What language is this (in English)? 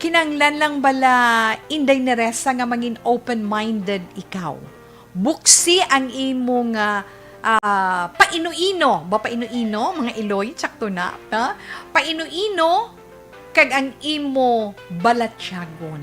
Hiligaynon